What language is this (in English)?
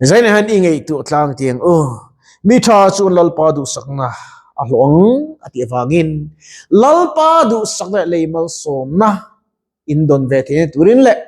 Mizo